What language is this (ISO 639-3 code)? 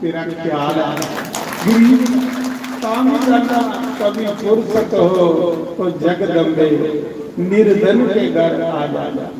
doi